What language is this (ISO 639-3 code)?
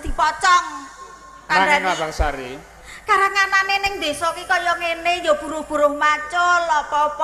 jav